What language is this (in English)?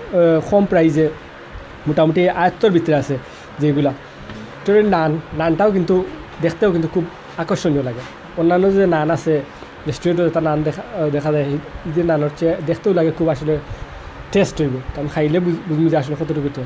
Sylheti